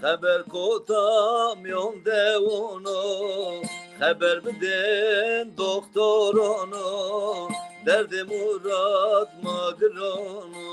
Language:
Zaza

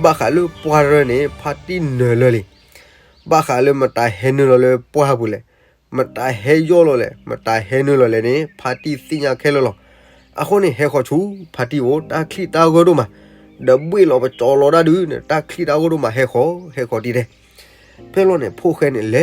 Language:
S'gaw Karen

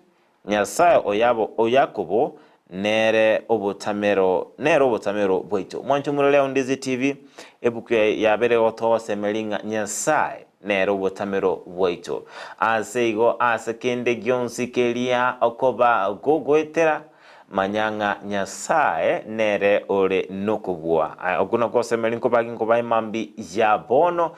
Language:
Gusii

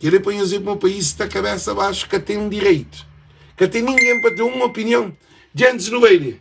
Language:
Kabuverdianu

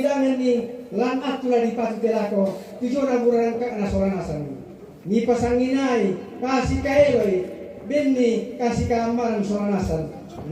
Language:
Toraja-Sa'dan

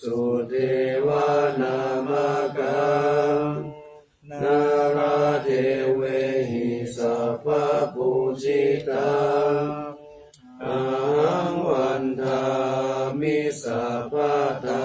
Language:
Pali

